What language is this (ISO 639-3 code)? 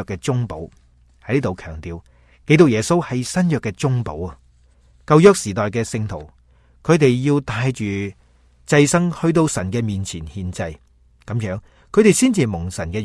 yue